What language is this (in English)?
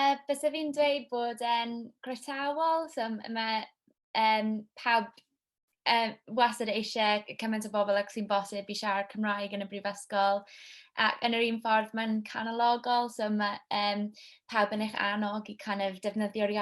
Welsh